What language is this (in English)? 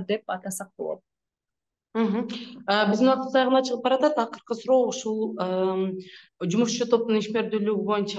Kyrgyz